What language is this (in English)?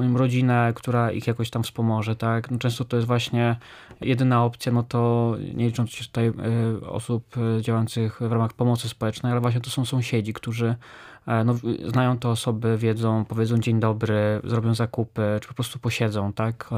Polish